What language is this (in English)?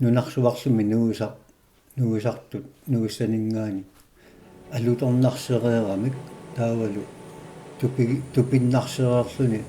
Kalaallisut